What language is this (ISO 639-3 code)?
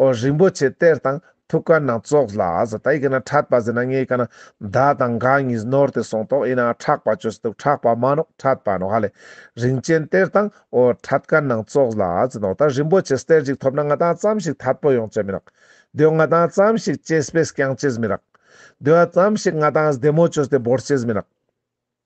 lbj